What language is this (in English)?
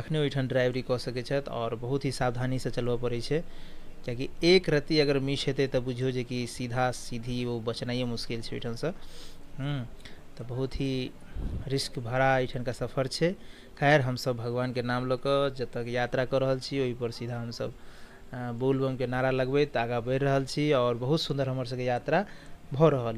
Maithili